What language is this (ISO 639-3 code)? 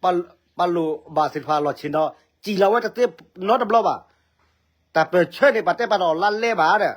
ksw